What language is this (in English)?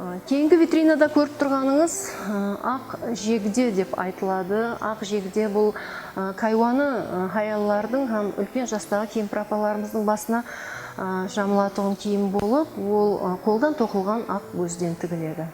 Kara-Kalpak